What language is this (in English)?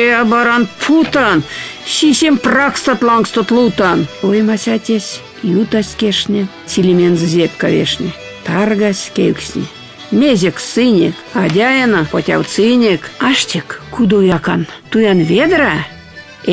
Erzya